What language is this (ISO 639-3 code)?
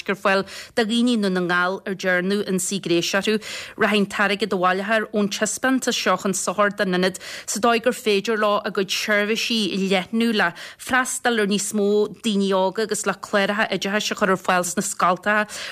gle